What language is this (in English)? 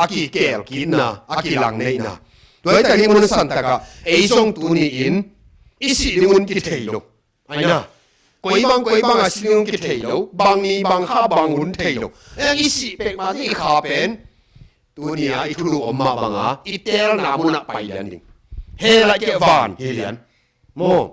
Tedim Chin